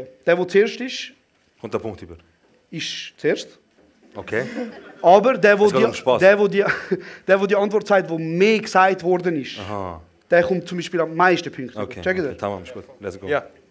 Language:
Swiss German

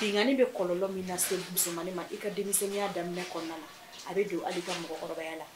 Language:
Bambara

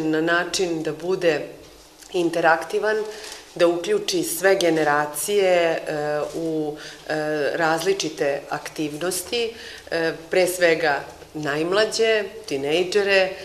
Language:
Serbian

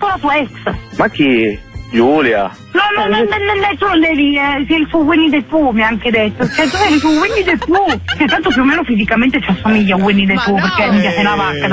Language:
Italian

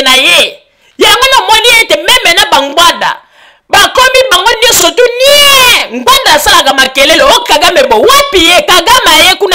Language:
Lingala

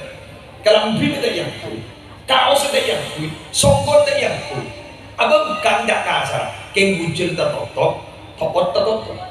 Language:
Madurese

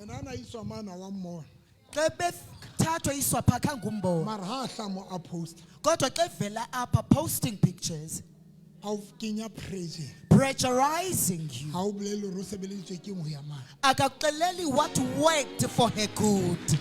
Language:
Southern Sotho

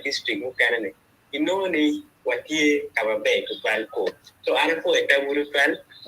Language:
Acoli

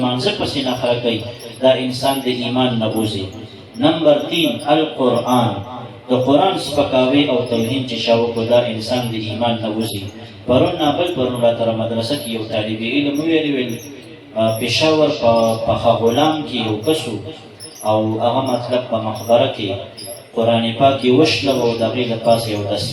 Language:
Pashto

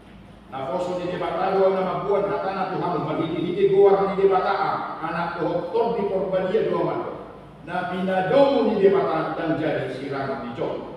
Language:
Batak Toba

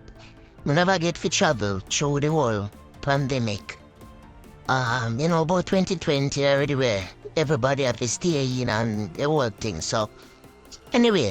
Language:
Jamaican Creole English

